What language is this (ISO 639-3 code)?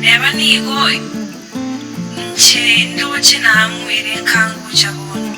guz